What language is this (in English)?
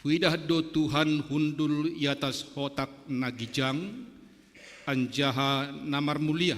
Batak Simalungun